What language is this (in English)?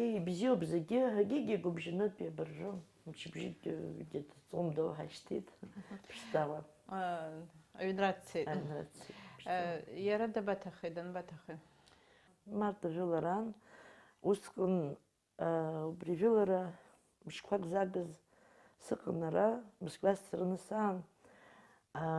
Abkhazian